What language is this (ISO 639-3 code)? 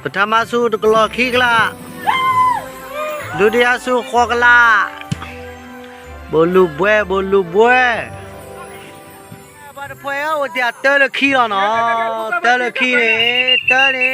ksw